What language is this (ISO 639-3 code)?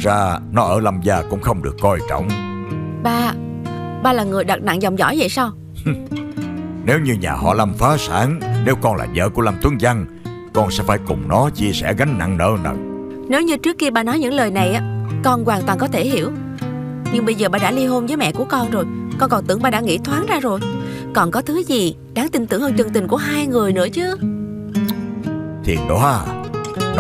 vie